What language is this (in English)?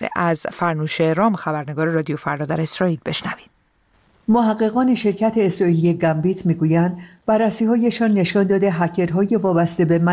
Persian